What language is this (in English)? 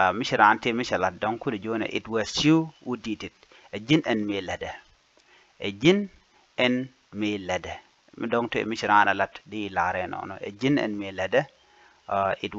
Nuer